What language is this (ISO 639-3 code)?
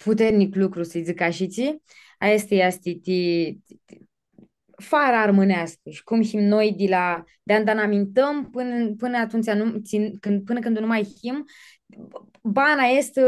rup